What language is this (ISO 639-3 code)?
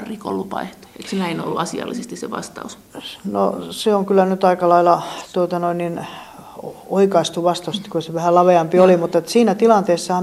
fin